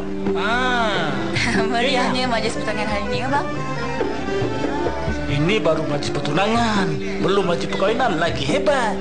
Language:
Malay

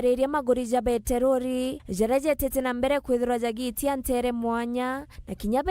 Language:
Meru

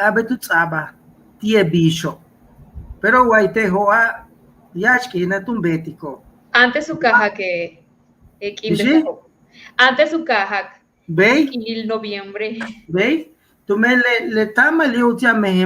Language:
Yucateco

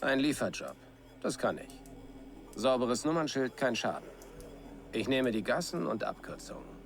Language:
Bavarian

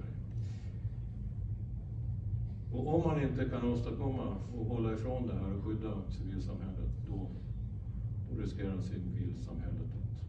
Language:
Swedish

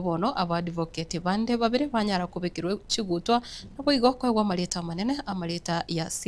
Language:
Gusii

